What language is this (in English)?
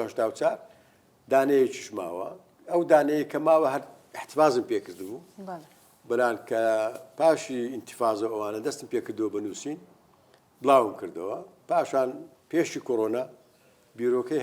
Central Kurdish